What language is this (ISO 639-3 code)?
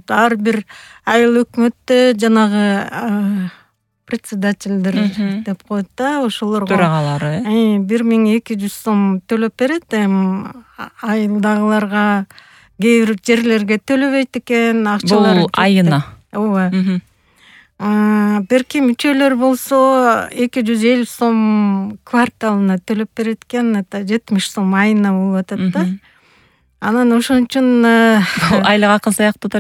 kir